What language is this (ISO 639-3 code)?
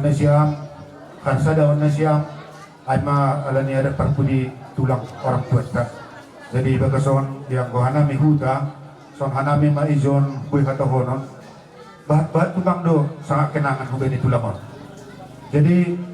bts